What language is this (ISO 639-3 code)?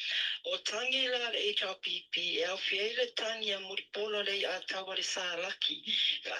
smo